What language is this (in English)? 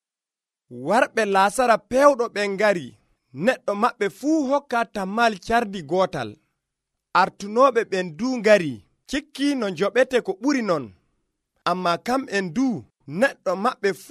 Nigerian Fulfulde